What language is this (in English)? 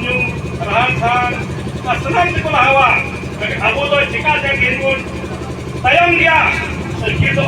Santali